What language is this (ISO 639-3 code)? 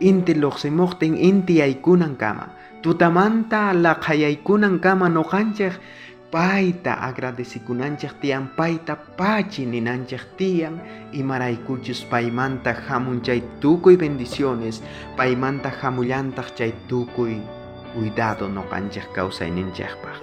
quh